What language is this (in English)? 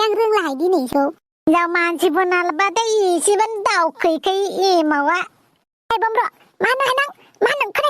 Bodo